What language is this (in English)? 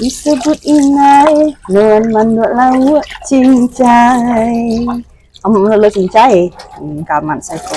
Iban